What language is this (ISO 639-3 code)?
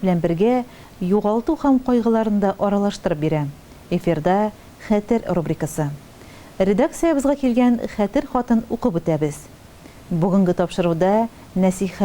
tat